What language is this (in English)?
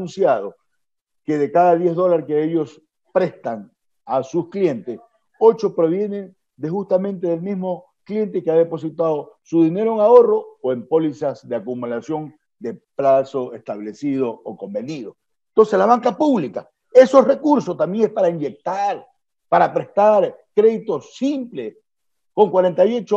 Spanish